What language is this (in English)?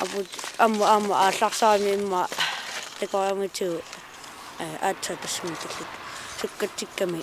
Kalaallisut